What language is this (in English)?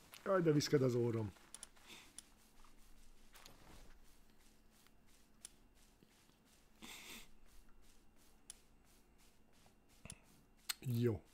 Hungarian